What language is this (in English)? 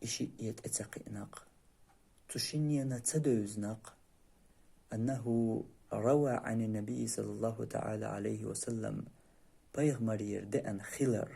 Chechen